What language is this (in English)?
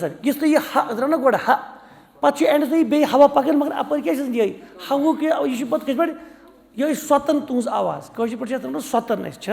Kashmiri